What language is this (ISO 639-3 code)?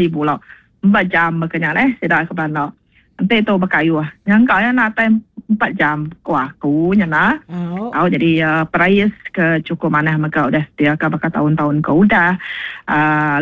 iba